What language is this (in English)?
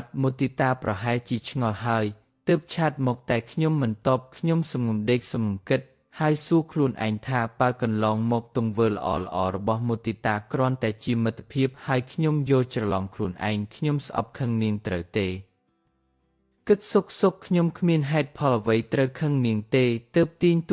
Khmer